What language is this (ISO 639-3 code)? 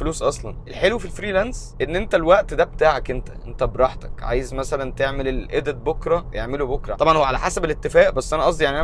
arz